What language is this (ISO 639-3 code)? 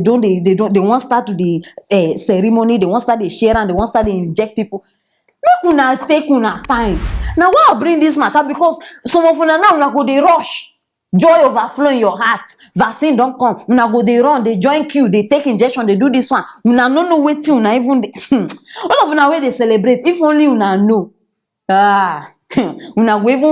pcm